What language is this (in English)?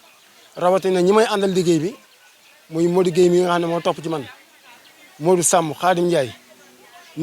Wolof